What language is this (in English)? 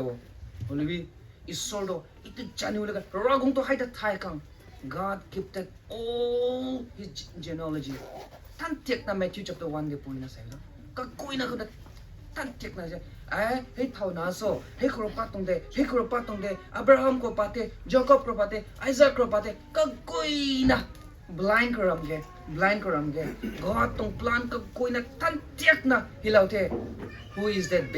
Rongmei Naga